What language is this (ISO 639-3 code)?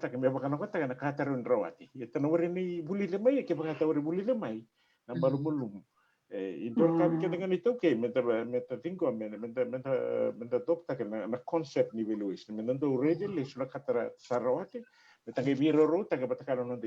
fij